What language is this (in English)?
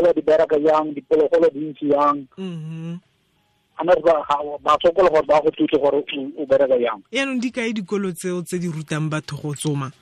Tswana